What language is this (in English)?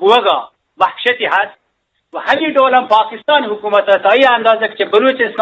Eastern Balochi